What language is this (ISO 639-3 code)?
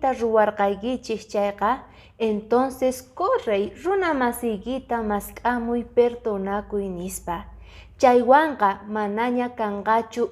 que